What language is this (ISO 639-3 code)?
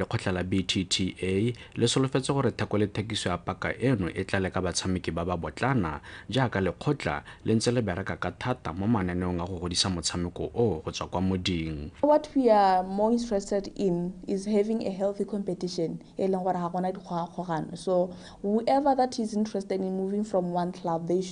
tsn